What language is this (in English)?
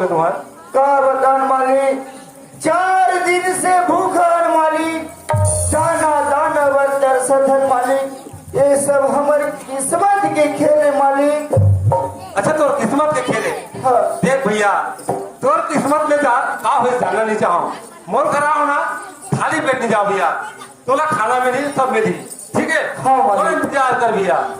Chhattisgarhi